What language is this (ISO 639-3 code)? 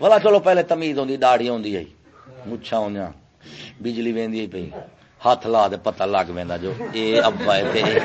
skr